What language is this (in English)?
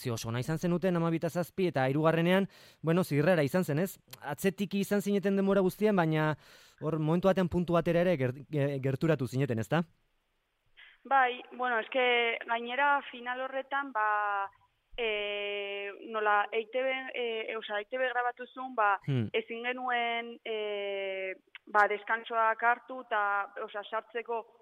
Basque